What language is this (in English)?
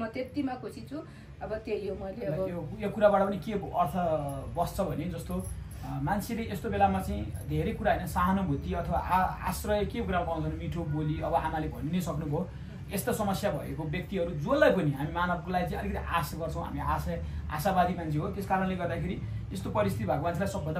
Nepali